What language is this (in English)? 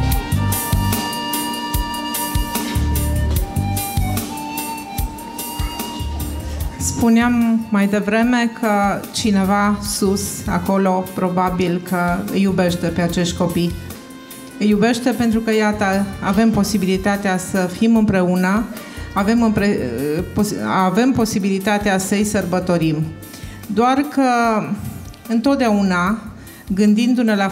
Romanian